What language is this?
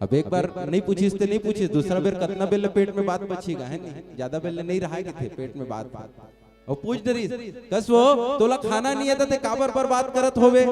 Chhattisgarhi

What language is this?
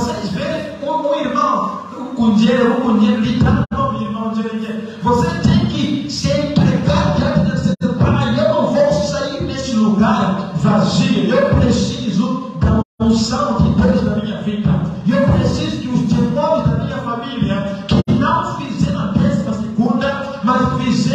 Portuguese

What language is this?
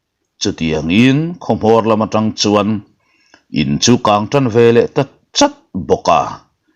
Mizo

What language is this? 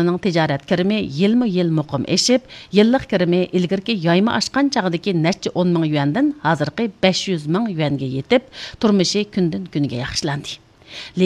Uyghur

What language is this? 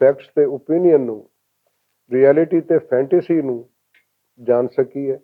Western Panjabi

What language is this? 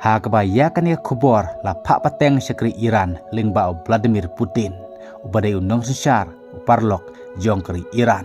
Khasi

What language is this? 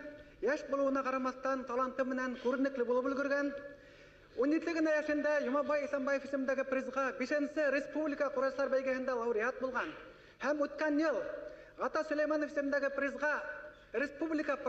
Bashkir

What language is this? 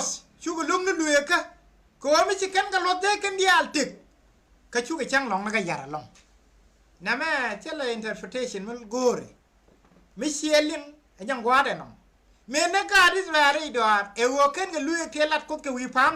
Nuer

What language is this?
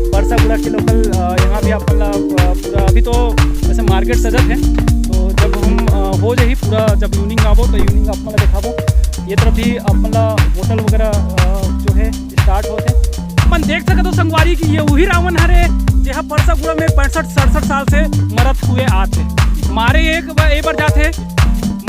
Chhattisgarhi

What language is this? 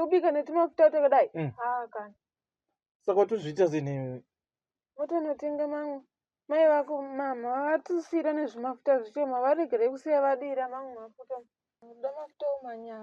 Shona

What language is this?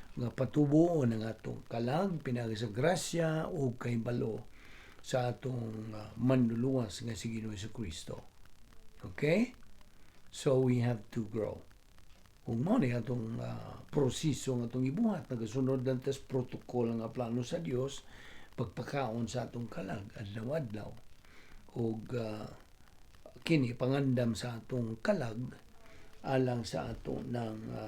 Cebuano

